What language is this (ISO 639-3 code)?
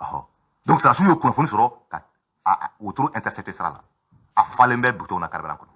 bam